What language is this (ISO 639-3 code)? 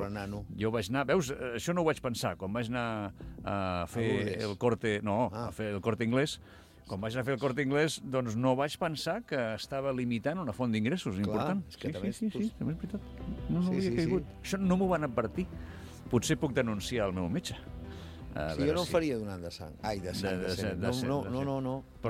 cat